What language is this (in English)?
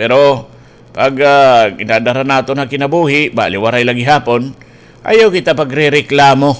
Waray